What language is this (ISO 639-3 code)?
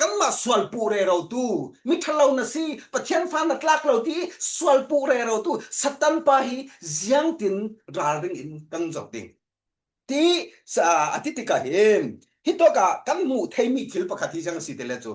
cfm